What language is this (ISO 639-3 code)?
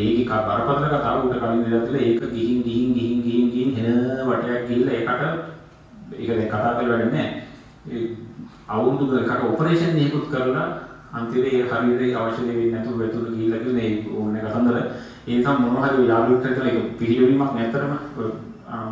sin